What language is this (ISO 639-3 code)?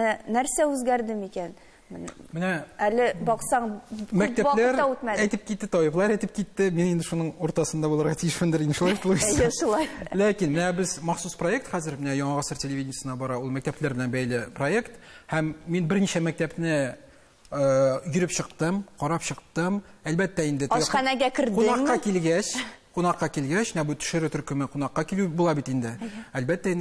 tat